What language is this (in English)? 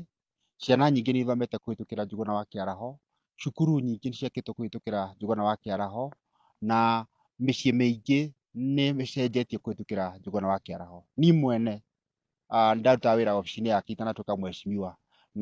Kikuyu